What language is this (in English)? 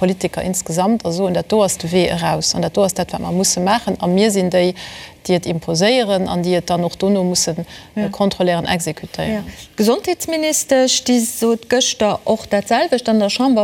Luxembourgish